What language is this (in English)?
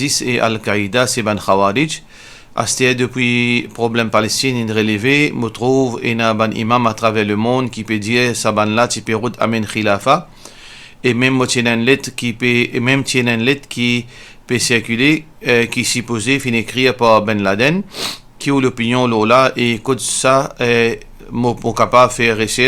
Morisyen